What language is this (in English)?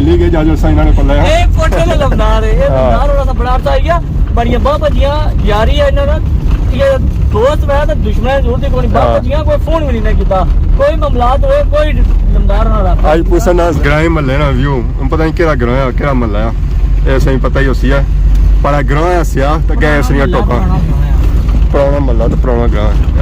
Pahari-Potwari